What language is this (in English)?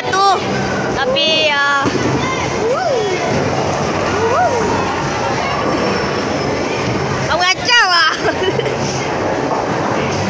Malay